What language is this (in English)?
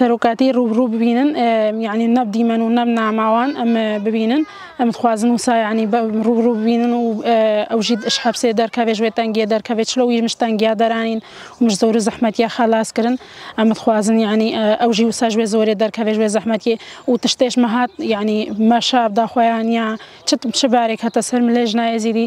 Kurdish